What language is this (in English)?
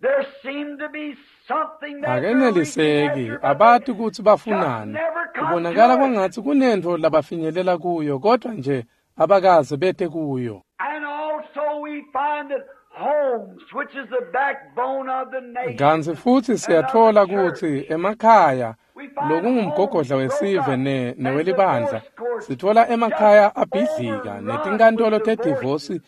Swati